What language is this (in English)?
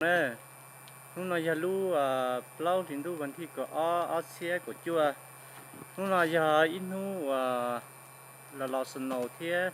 Hmong